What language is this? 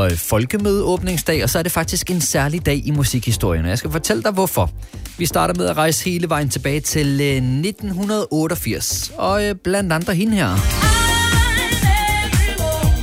Danish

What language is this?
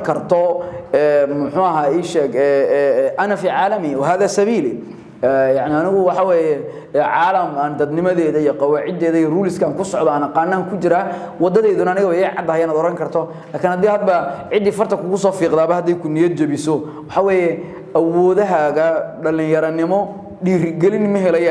Somali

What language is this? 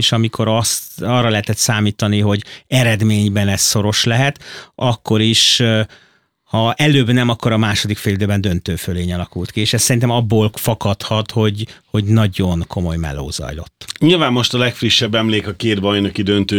Hungarian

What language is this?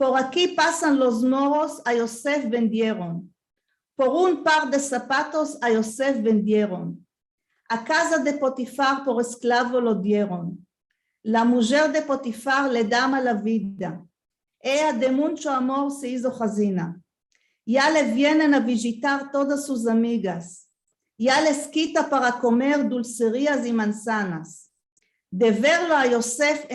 Ladino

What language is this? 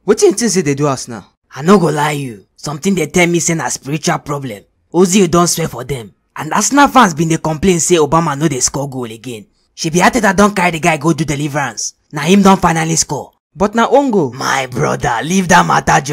Nigerian Pidgin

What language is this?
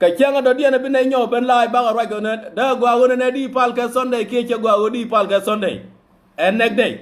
Nuer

